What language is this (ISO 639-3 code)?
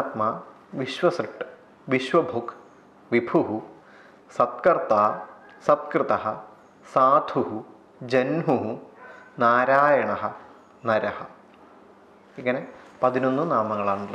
mal